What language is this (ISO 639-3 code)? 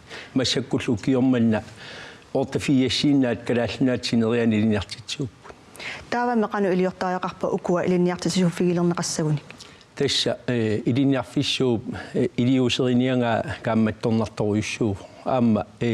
kal